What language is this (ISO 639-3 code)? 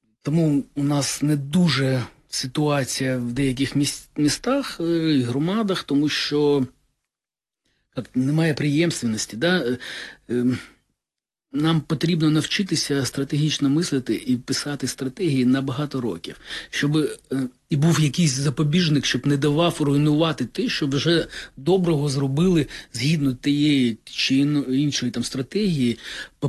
ukr